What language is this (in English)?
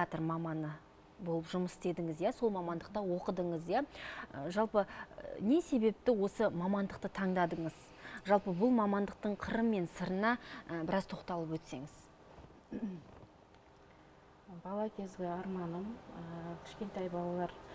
Kazakh